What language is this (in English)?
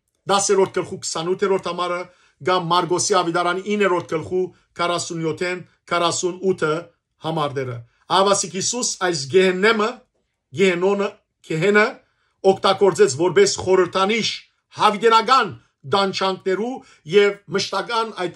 Western Armenian